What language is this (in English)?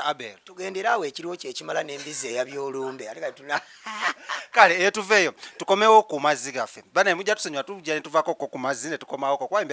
Ganda